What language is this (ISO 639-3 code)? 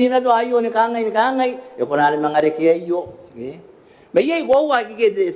gil